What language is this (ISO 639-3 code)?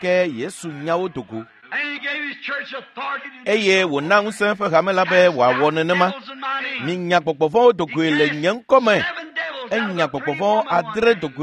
ewe